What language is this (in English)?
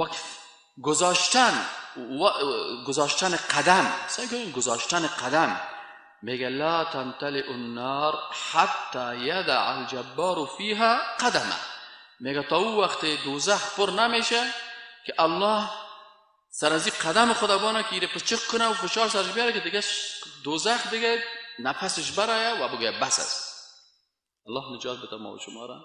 Persian